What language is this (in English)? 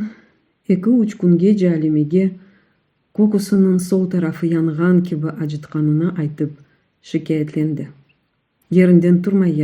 Crimean Tatar